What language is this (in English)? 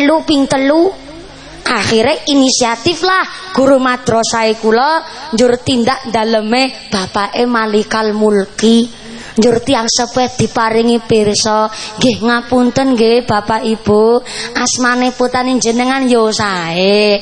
Javanese